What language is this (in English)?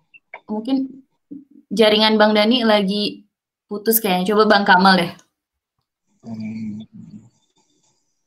Indonesian